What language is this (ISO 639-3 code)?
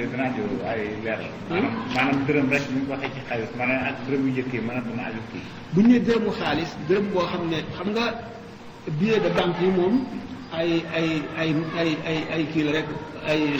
wol